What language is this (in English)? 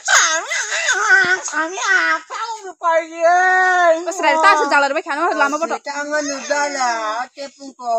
Kok Borok